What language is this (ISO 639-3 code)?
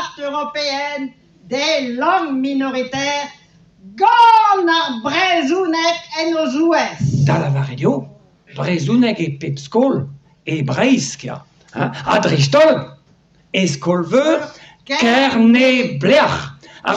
bre